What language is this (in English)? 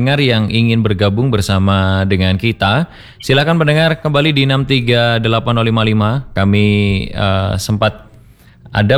Indonesian